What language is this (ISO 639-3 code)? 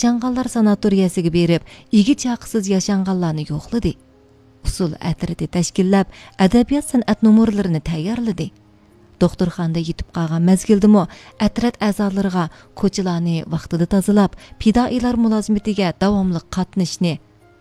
uig